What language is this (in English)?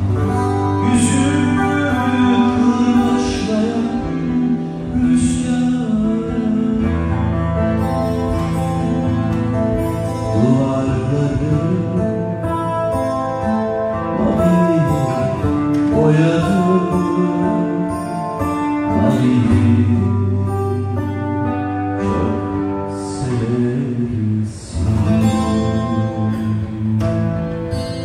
Turkish